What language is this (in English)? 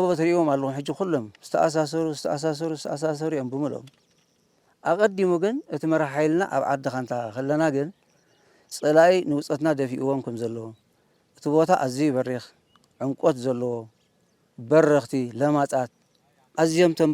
Tigrinya